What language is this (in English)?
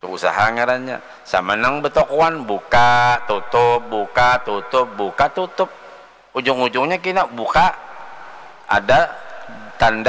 Banjar